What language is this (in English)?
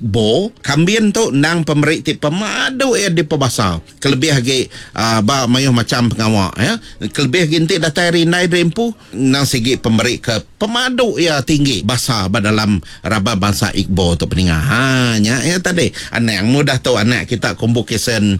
Iban